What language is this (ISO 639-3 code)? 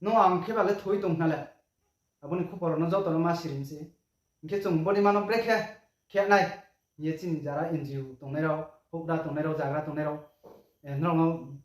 ria